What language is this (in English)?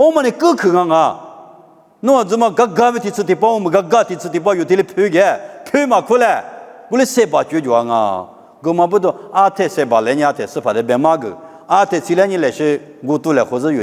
Lisu